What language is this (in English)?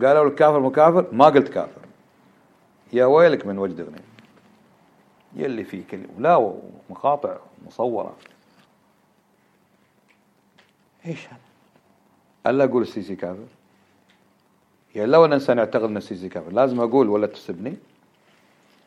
Arabic